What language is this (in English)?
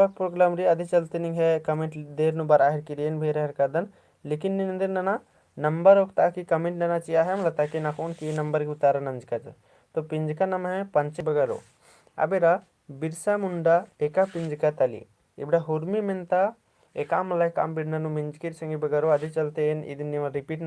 Kurukh